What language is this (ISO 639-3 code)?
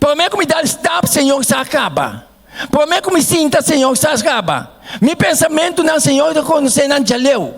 pap